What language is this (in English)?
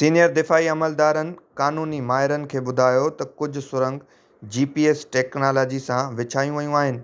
Sindhi